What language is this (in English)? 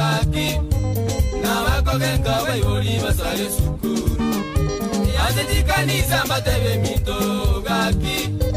Gusii